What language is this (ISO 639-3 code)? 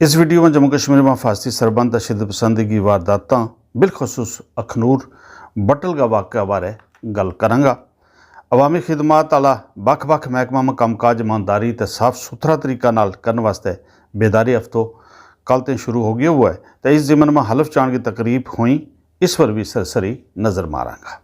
gju